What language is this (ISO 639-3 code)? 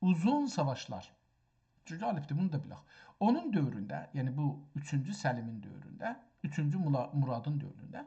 azb